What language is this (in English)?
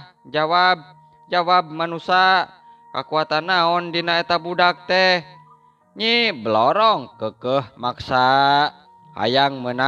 Sundanese